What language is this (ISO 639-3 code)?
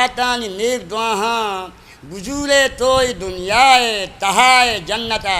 bgp